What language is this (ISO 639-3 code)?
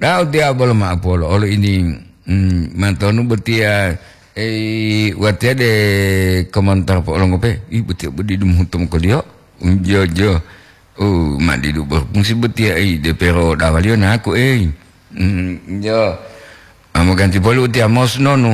gor